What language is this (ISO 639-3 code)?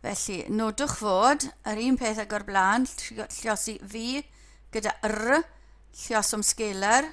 cym